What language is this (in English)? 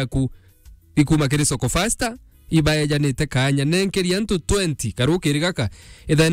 Meru